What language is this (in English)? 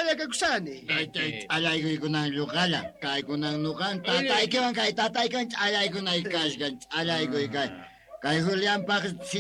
South Bolivian Quechua